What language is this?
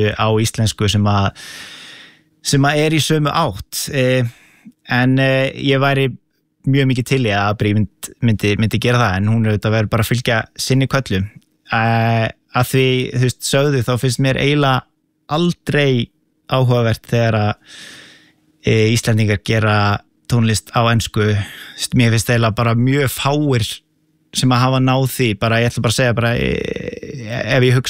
Icelandic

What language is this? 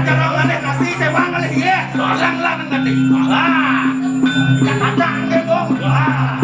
Balinese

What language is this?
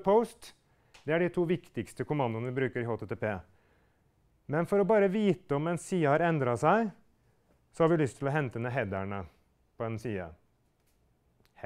Norwegian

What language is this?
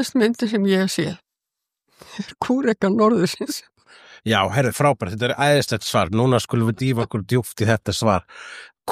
Icelandic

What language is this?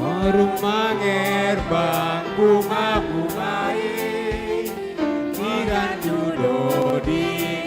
Batak Simalungun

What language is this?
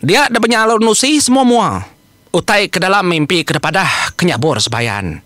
Iban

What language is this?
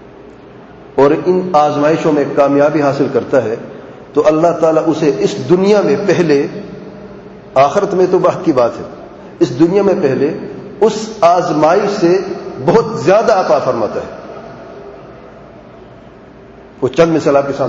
Urdu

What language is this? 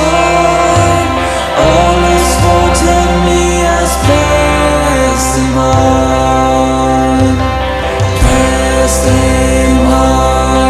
Plautdietsch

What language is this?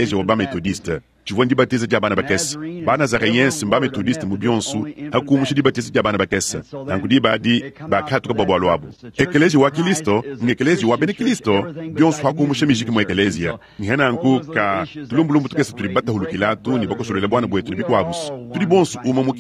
Luba-Lulua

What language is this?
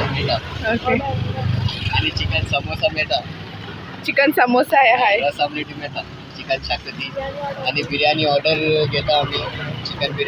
Konkani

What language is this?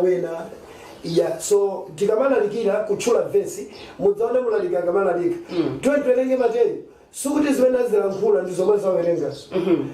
Nyanja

